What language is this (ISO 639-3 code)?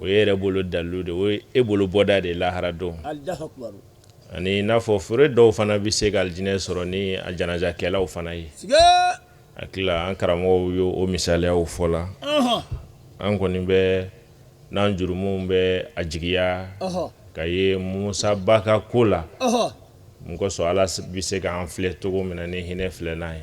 bam